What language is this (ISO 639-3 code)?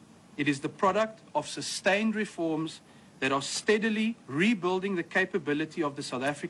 eng